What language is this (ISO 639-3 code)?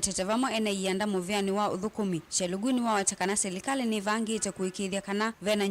kam